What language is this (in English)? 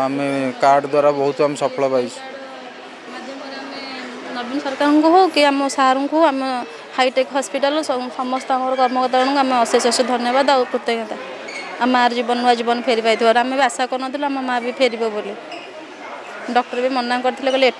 Odia